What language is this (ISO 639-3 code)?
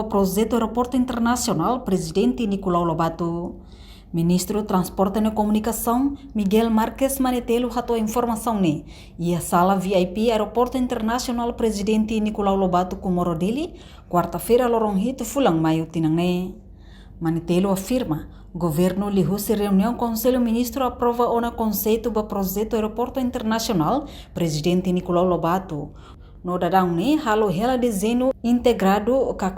tet